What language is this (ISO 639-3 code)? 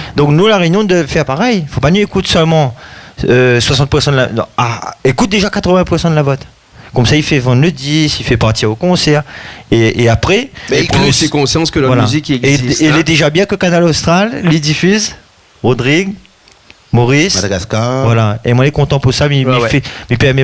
rcf